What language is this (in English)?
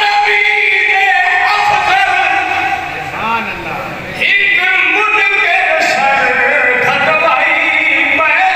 Saraiki